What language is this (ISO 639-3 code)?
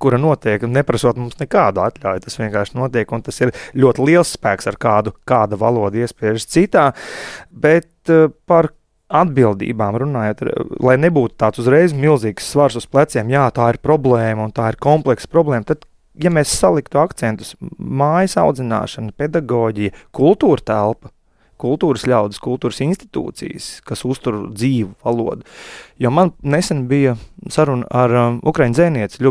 lav